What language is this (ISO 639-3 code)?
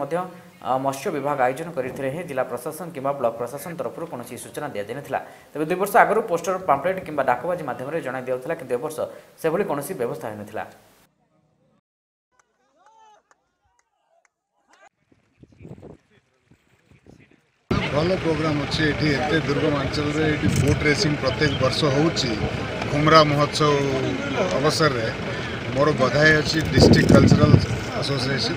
ori